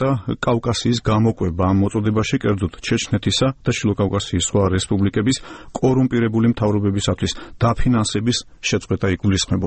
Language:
Georgian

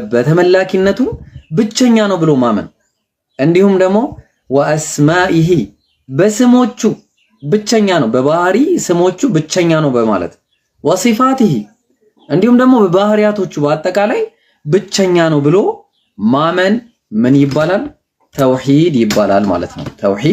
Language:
Amharic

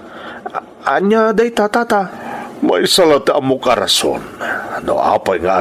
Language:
Iloko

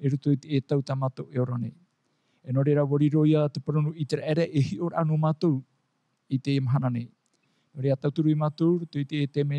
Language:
Tahitian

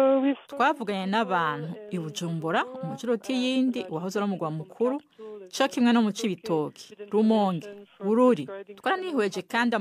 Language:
Rundi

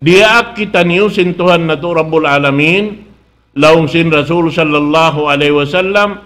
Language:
Tausug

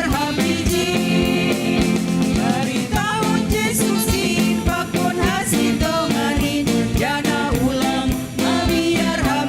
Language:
Batak Simalungun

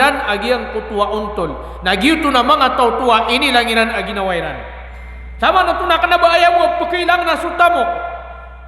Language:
Maranao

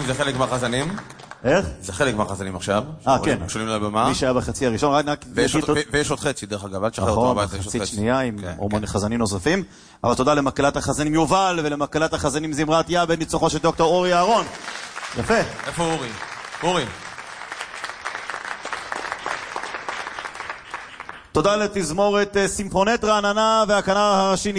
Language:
Hebrew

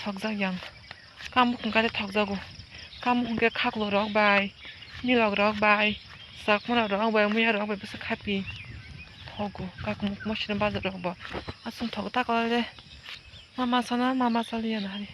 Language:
Kok Borok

